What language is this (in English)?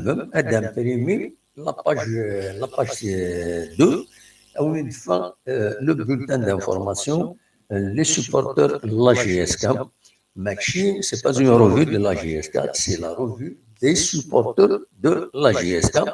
Kabyle